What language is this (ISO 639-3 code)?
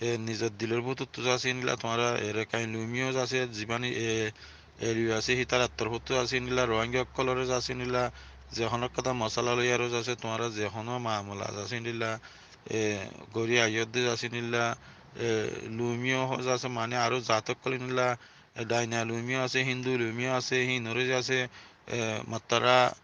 rhg